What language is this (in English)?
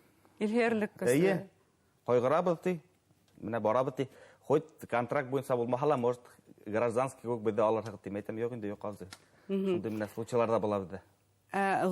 Bashkir